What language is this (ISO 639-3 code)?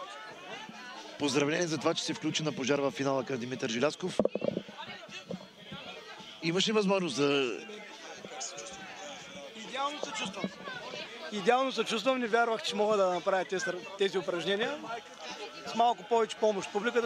bul